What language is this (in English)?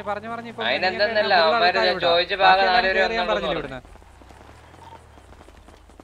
Malayalam